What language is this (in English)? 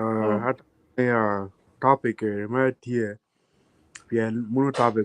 Acoli